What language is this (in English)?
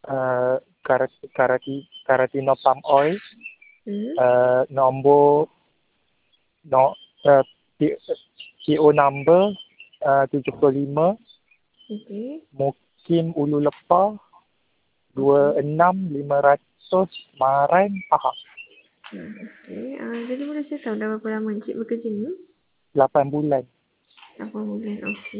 Malay